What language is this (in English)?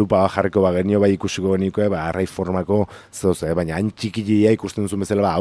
Basque